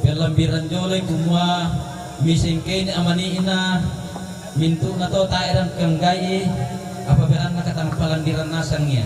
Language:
Toraja-Sa'dan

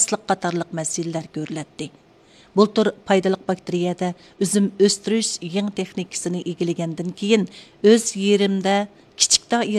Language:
Uyghur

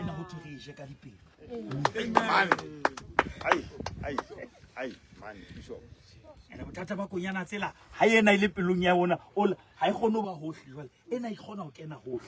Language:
Southern Sotho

